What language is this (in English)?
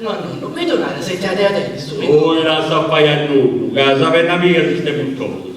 Sardinian